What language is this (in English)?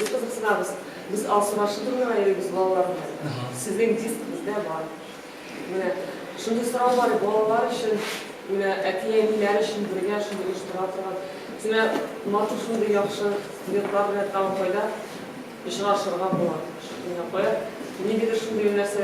Tatar